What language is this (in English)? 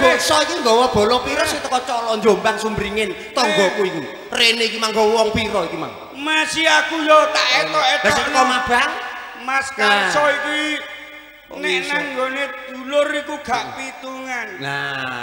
Javanese